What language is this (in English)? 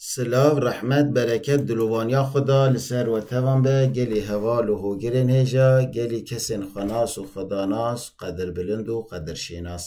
Kurdish